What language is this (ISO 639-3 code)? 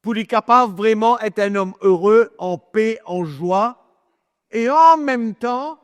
mfe